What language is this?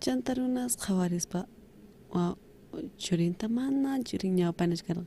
South Bolivian Quechua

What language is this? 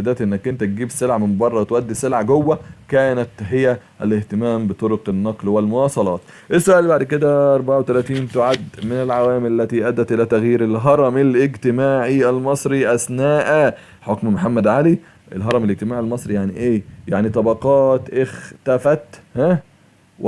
Egyptian Arabic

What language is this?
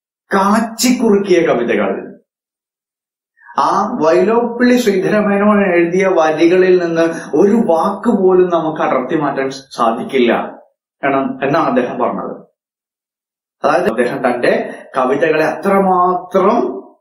Malayalam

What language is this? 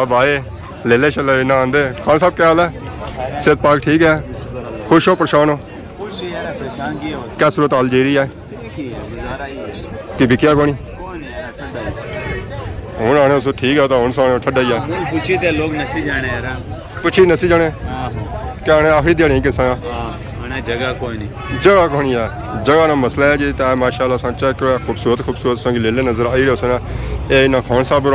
Pahari-Potwari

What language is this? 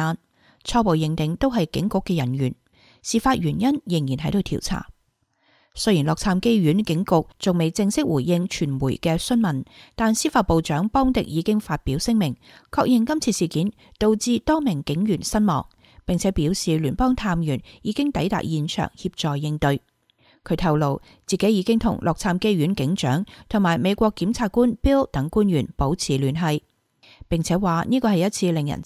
Cantonese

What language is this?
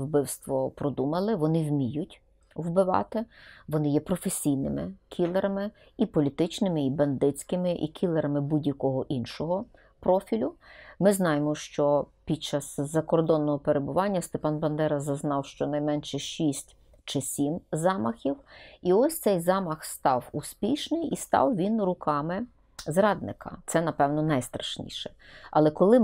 Ukrainian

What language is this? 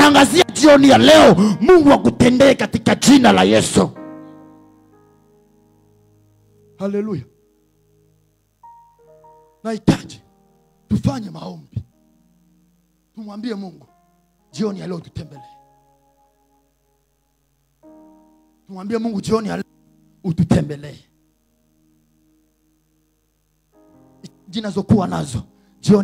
Swahili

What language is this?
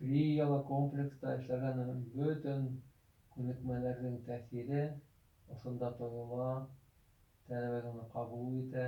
Bashkir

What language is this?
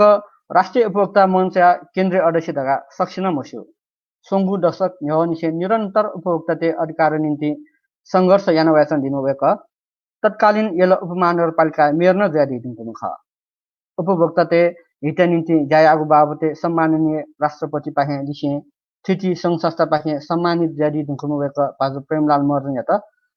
Newari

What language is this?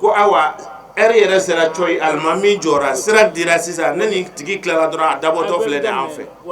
Bambara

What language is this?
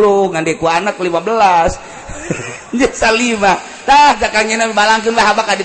Sundanese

